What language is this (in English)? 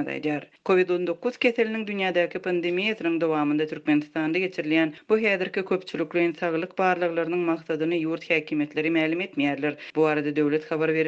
Turkmen